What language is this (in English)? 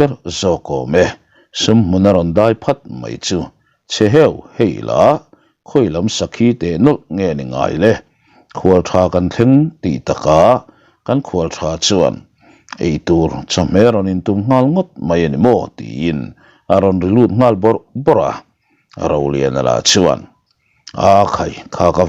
Mizo